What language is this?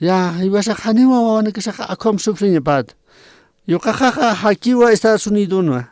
Aymara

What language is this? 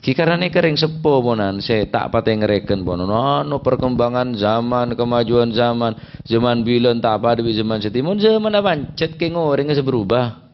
Madurese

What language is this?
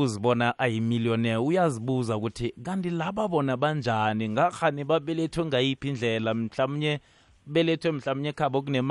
South Ndebele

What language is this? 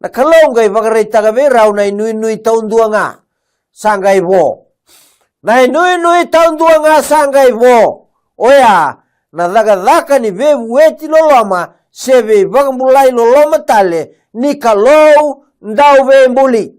Fijian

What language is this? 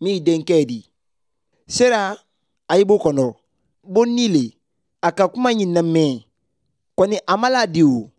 Bambara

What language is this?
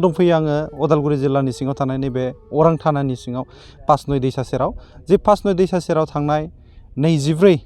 Bodo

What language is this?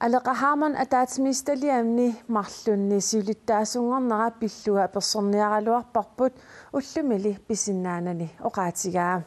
Kalaallisut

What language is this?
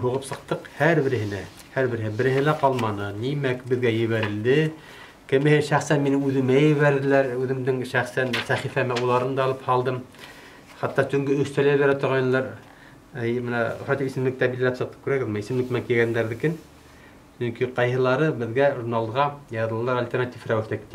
Bashkir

